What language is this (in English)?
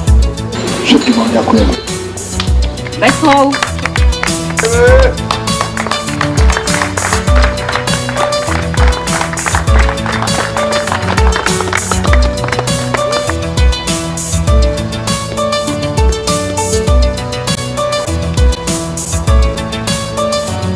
Slovak